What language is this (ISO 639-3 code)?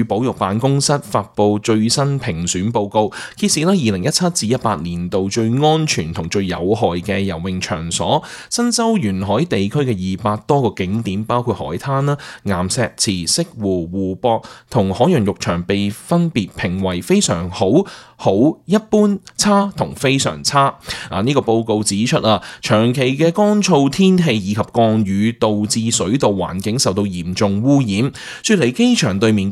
yue